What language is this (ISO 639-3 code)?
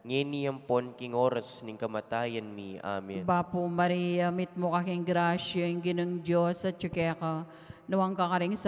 pam